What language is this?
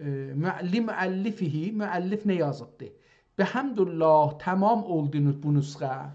South Azerbaijani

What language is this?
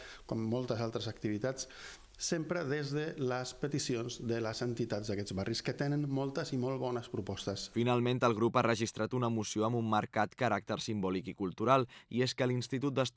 Catalan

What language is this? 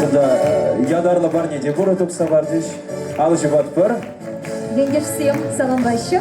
Chuvash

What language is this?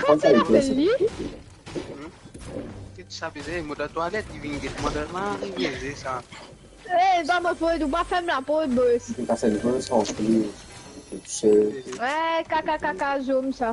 Morisyen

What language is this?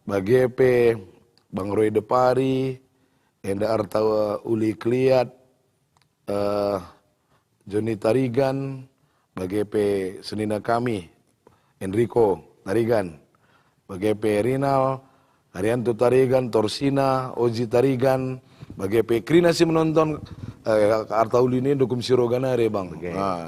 Batak Karo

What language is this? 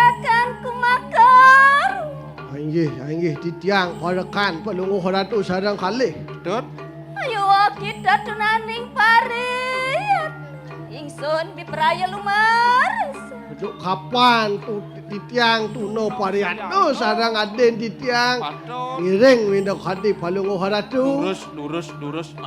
Balinese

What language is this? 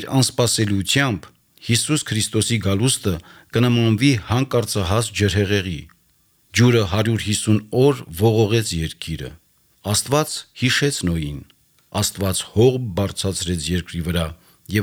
Armenian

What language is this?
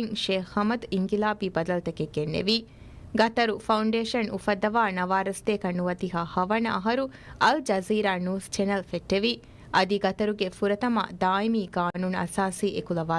Divehi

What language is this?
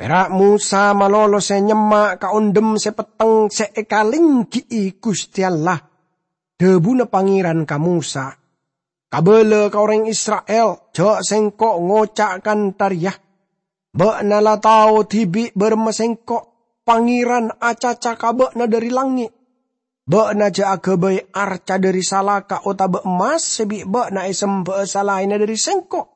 Madurese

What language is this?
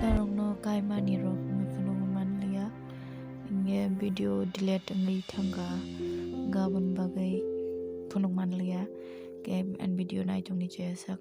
Kok Borok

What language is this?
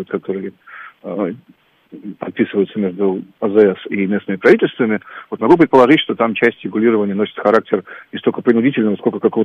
Russian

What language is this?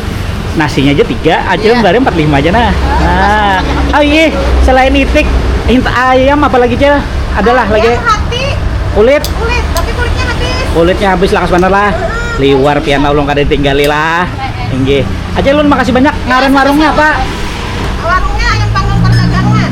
Banjar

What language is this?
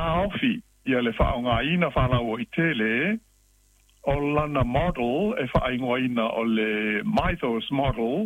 Samoan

